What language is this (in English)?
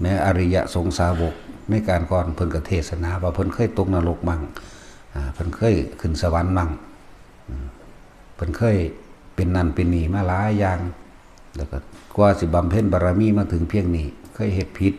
Northeastern Thai